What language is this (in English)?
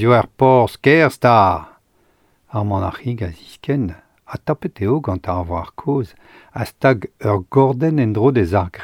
Breton